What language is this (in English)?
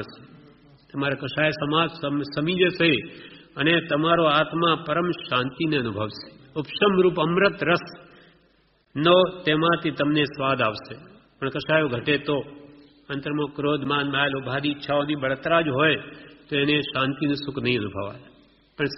Gujarati